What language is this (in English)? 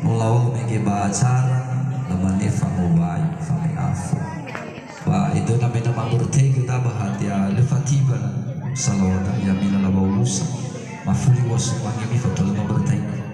Nias